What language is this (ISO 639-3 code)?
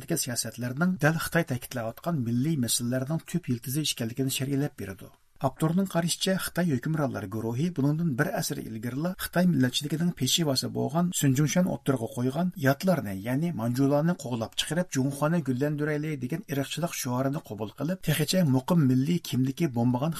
uig